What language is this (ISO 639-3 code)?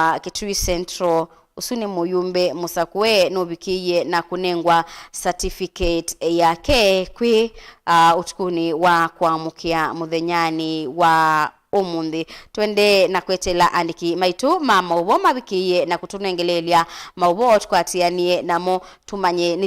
kam